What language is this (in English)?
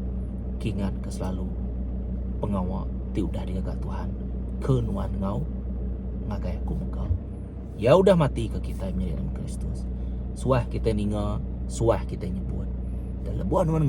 Iban